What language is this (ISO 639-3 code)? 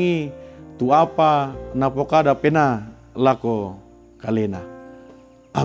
sda